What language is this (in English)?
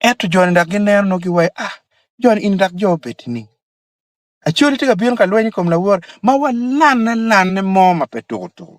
Acoli